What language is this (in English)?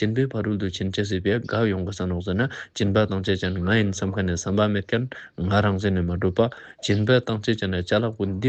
Ladakhi